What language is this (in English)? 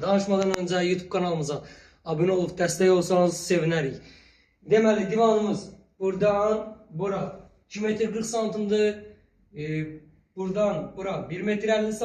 Azerbaijani